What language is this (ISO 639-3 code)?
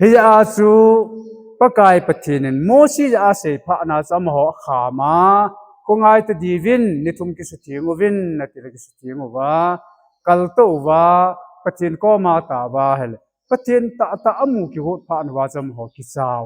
tcz